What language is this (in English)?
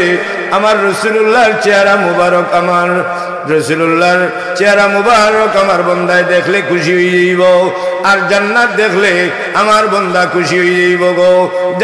Sylheti